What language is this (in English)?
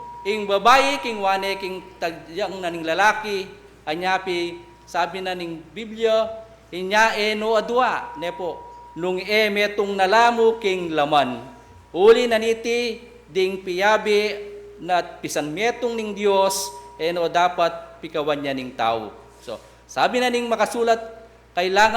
Pampanga